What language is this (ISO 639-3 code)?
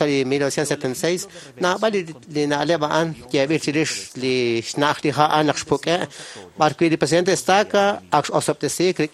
kek